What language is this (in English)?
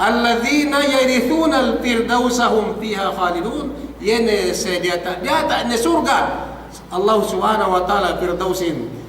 Yakan